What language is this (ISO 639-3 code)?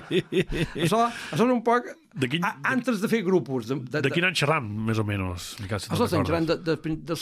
cat